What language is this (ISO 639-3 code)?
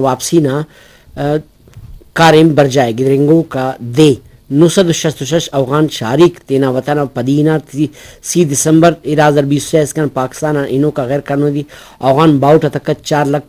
brh